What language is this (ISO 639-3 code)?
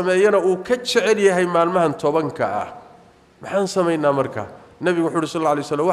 som